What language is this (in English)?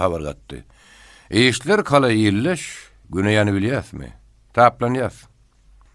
Turkmen